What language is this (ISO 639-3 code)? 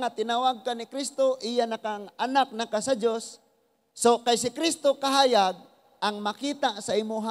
ceb